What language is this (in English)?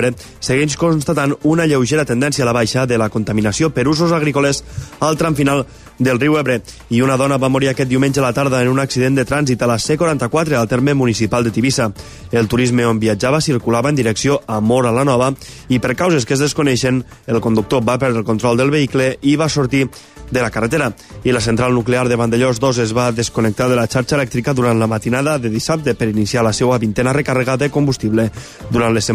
Catalan